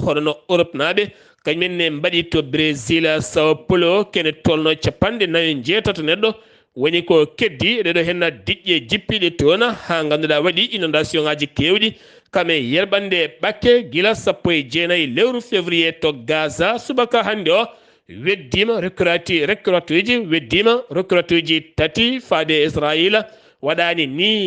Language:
Fula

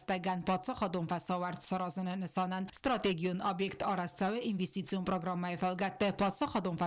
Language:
Ossetic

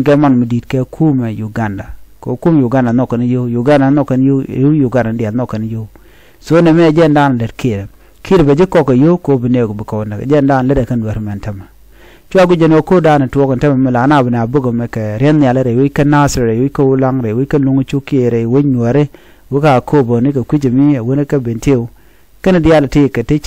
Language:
Nuer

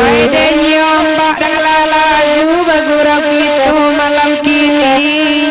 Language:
Minangkabau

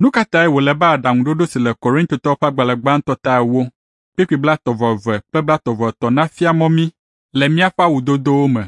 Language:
Ewe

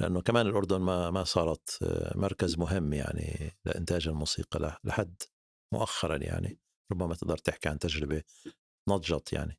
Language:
North Levantine Arabic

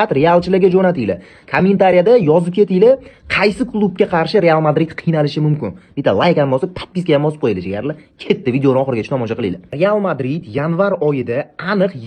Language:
Uzbek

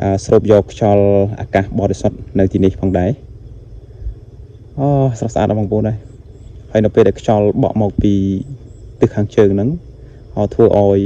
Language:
Khmer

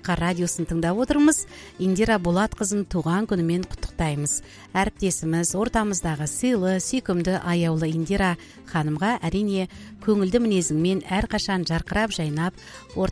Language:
Kazakh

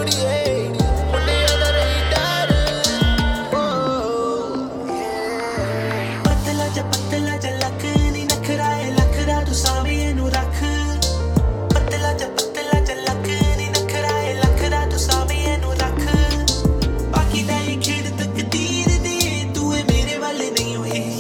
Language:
Punjabi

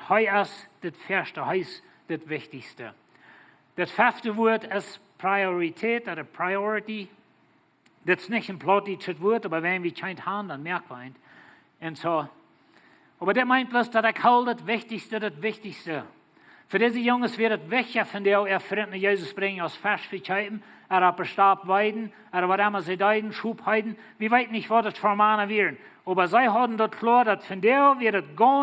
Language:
Plautdietsch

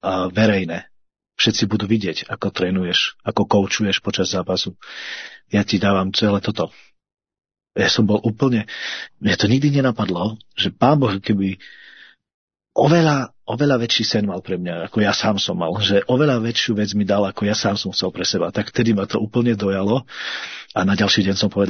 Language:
Slovak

